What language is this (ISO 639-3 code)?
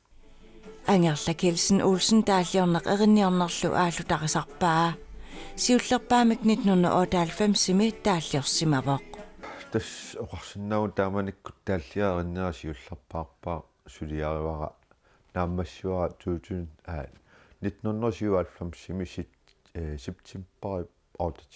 kal